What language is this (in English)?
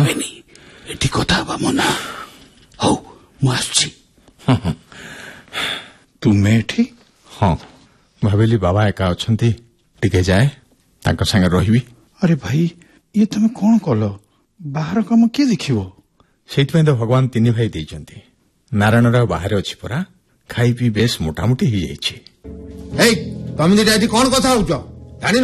Odia